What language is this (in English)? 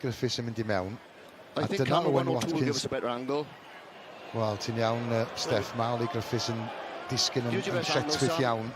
Welsh